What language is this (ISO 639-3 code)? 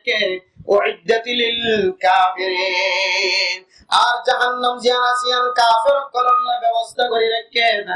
rhg